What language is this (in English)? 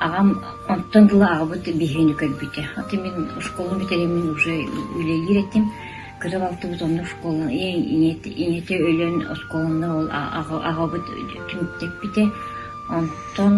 Yakut